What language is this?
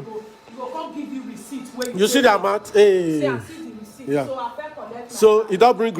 Nigerian Pidgin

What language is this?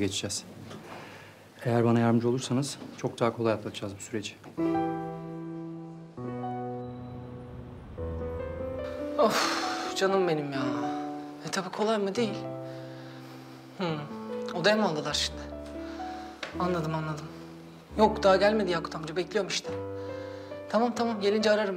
Turkish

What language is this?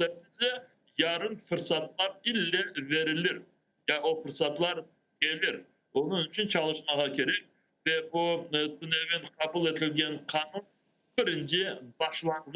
Crimean Tatar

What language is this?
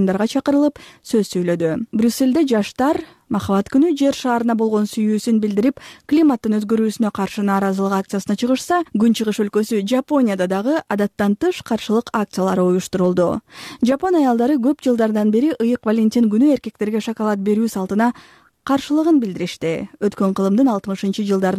Kyrgyz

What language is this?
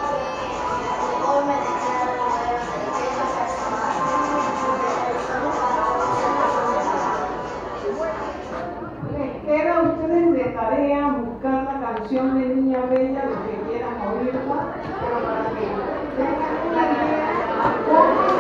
Spanish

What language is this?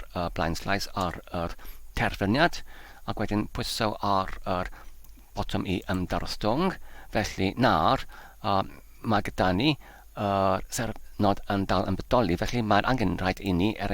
Welsh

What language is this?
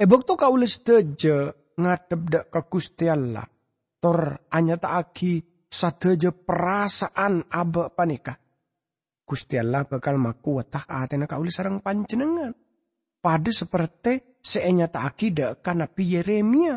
Madurese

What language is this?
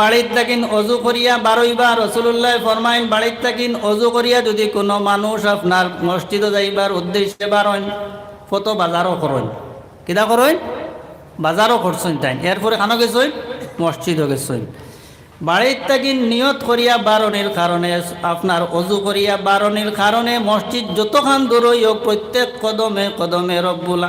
Sylheti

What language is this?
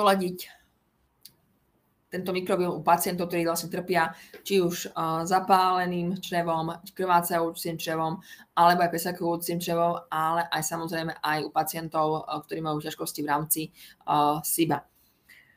Slovak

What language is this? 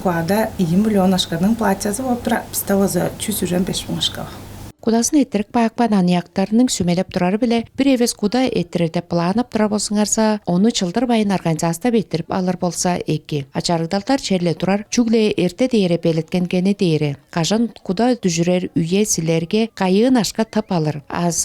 Tuvinian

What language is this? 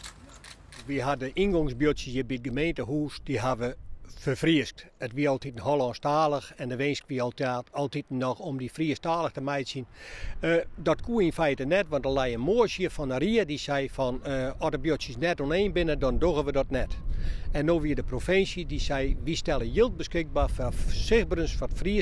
Western Frisian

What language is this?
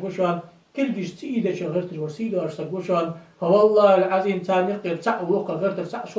Ingush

